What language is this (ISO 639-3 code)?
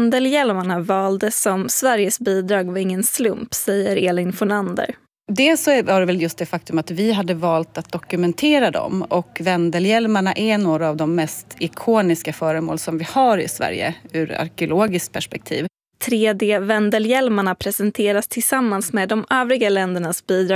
swe